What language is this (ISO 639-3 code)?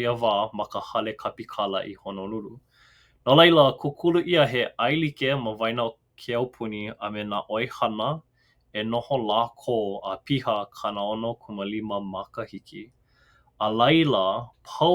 haw